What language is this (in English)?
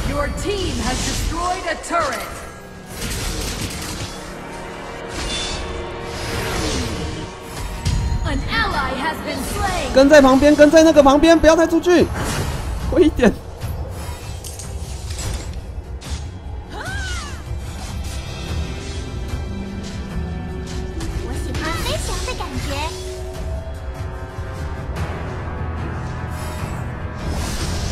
Chinese